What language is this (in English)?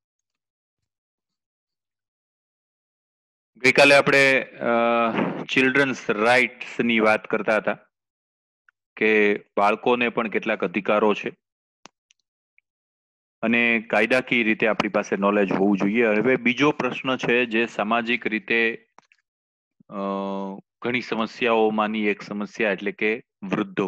Gujarati